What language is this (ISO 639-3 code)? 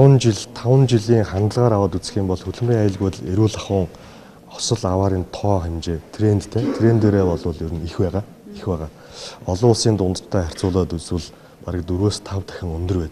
mon